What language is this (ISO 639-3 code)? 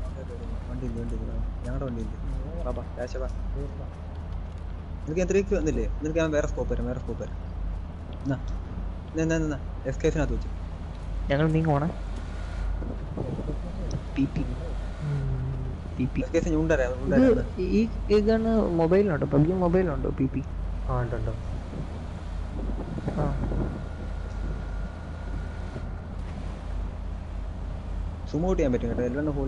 mal